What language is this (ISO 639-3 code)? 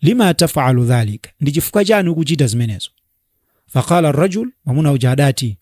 nya